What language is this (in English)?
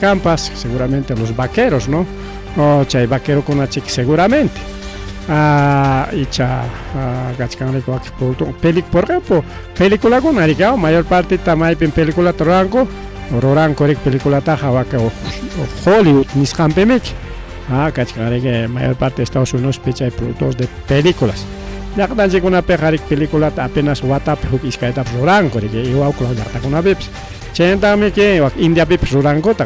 Ayacucho Quechua